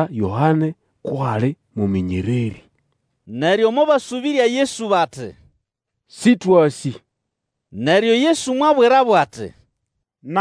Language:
Nande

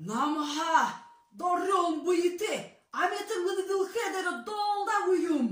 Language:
Buriat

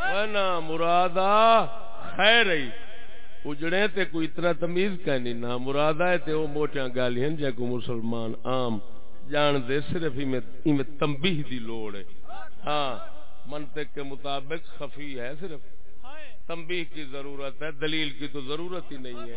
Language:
Saraiki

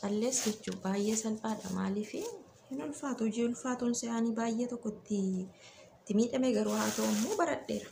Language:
Oromo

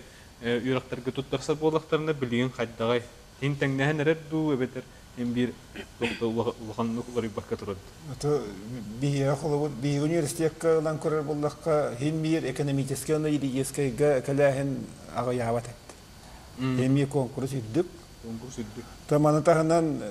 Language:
Yakut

